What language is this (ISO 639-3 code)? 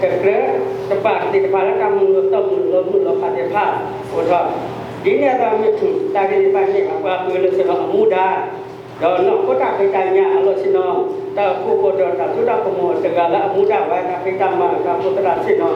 ksw